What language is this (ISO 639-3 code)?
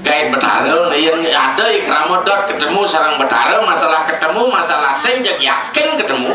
ban